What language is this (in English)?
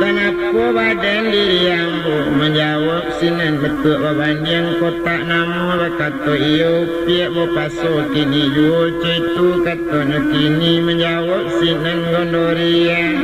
Minangkabau